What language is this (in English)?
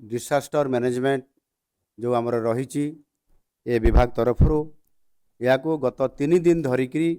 Odia